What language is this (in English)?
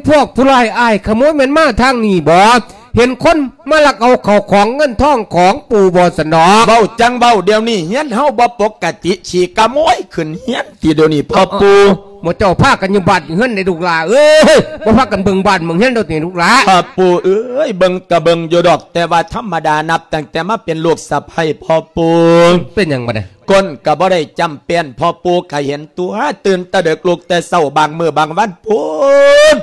Lao